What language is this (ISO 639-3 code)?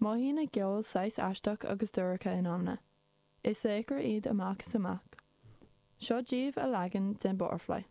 gle